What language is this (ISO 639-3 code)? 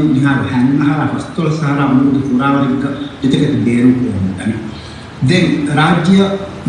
div